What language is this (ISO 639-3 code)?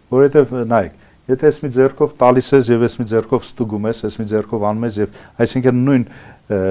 hye